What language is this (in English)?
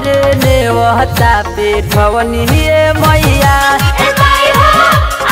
Bhojpuri